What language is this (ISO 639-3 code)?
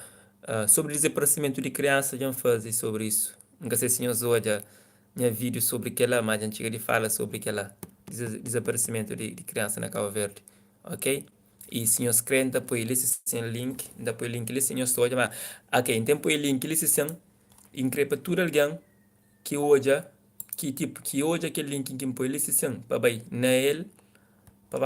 kea